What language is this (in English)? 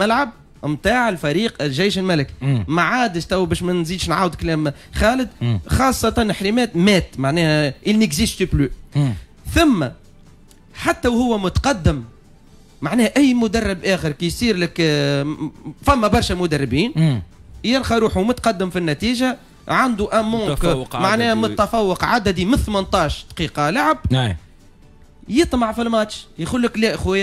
Tunisian Arabic